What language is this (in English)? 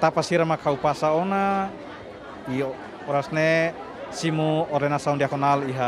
Tetum